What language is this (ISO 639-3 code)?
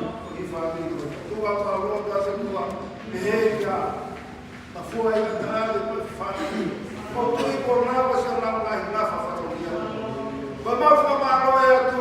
ton